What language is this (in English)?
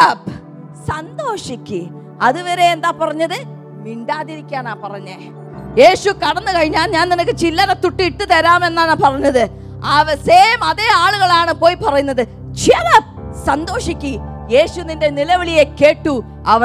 Malayalam